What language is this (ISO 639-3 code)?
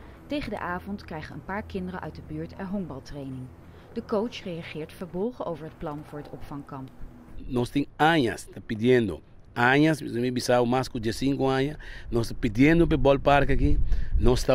pap